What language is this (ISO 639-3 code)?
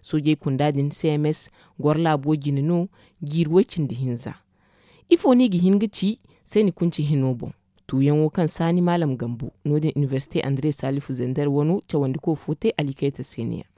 dje